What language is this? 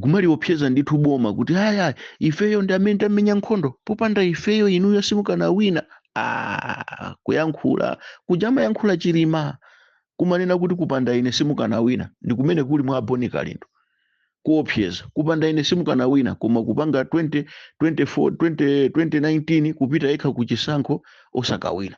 Nyanja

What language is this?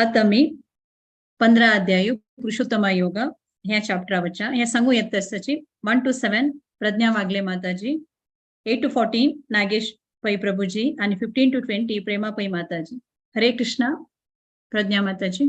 Konkani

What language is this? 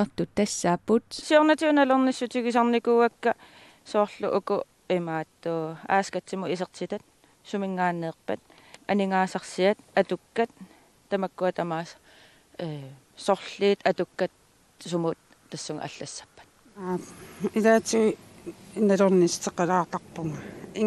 Kalaallisut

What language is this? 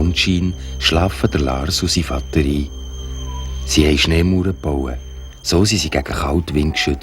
Swiss German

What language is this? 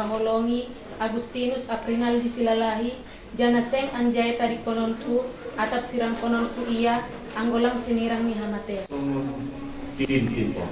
Batak Simalungun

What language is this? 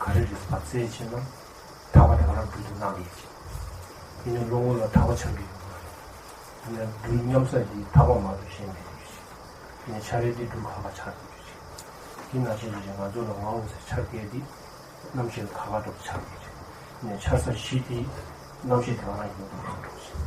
Tibetan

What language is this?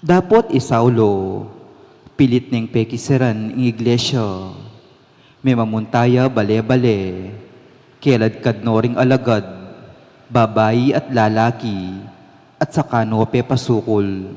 Pampanga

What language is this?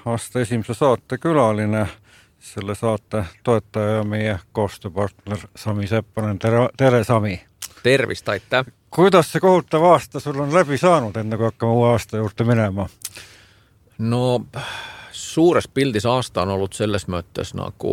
Estonian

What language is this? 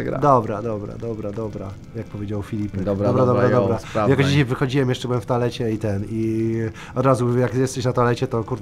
Polish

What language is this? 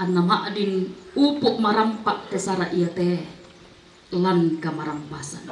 Toraja-Sa'dan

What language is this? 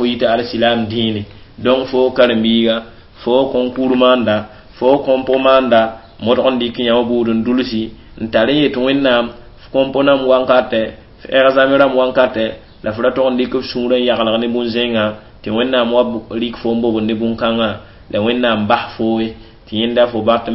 Mossi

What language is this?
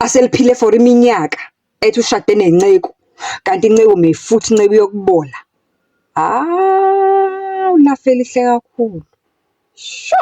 Zulu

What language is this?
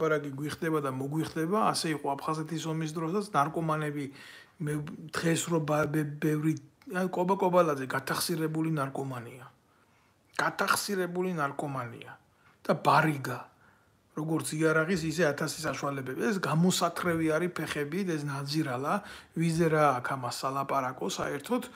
Georgian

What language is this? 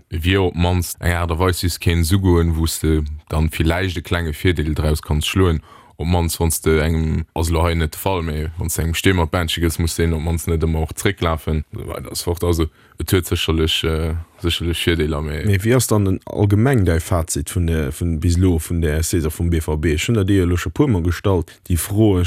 Luxembourgish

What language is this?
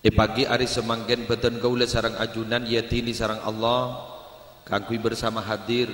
Madurese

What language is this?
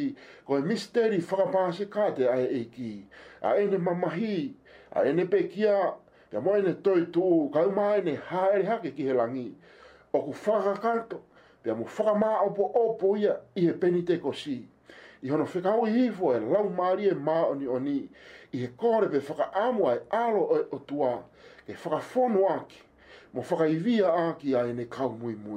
Tongan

